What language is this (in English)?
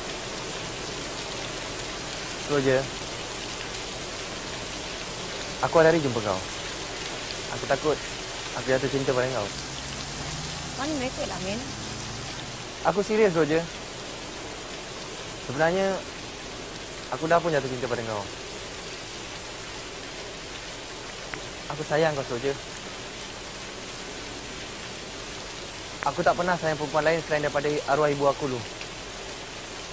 Malay